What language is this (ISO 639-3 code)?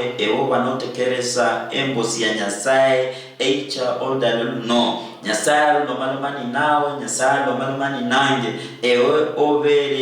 luy